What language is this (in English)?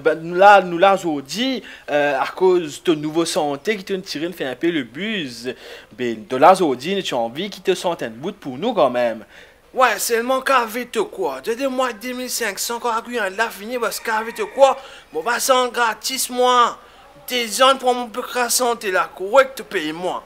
Morisyen